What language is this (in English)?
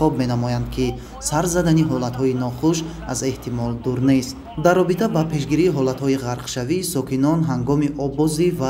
Tajik